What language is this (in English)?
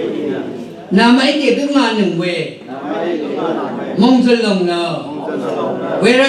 Rawang